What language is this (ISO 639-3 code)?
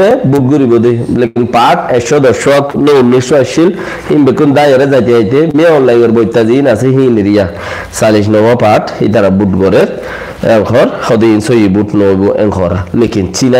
rhg